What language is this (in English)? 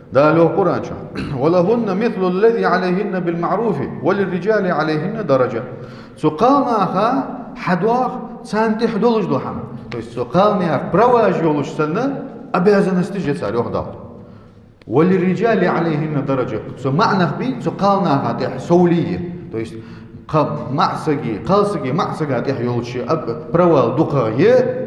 Ingush